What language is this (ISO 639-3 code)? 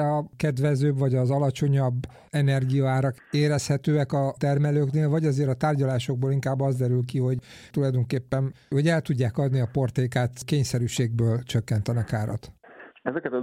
hun